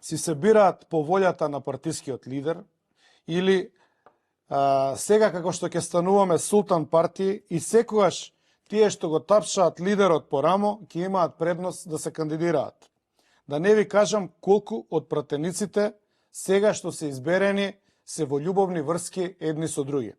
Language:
Macedonian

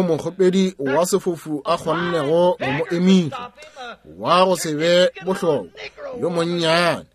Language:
Northern Sotho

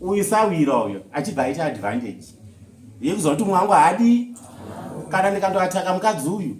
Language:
Shona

